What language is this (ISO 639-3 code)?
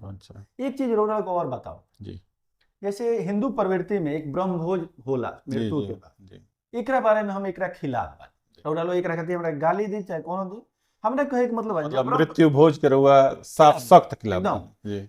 bho